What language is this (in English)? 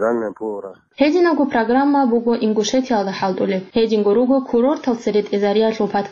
Avaric